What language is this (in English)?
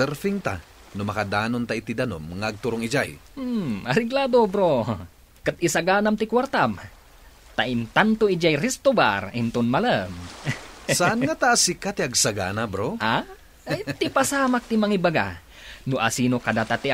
Iloko